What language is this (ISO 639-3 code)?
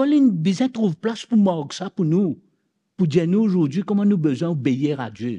mfe